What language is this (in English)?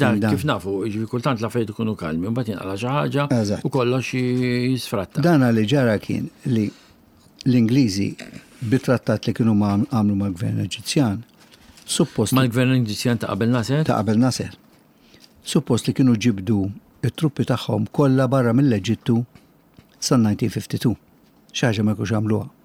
Maltese